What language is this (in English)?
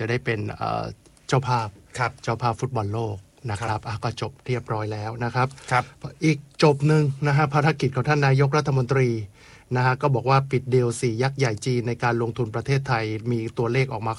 Thai